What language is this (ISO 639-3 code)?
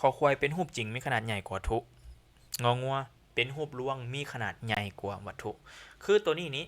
lao